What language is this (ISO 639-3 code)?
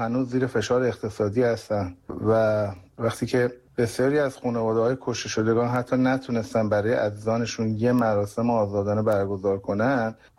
fas